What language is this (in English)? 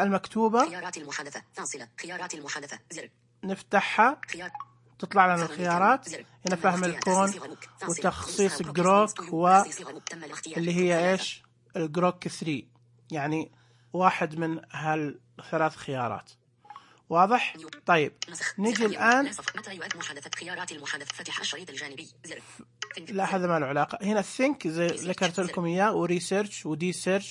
Najdi Arabic